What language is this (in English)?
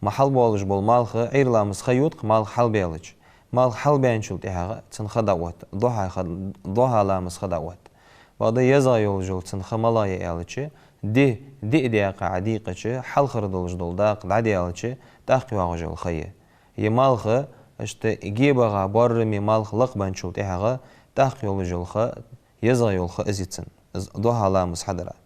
Ingush